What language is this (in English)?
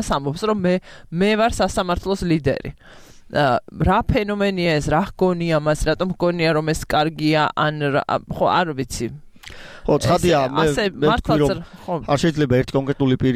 Georgian